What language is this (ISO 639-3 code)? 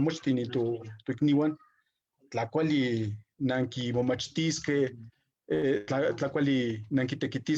nhe